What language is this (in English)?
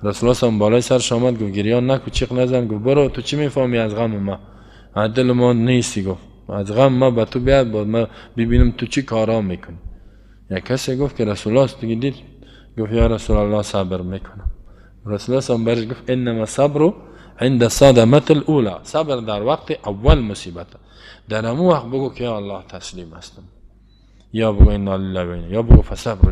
Persian